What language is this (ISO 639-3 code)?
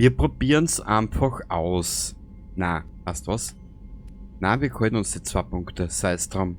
bar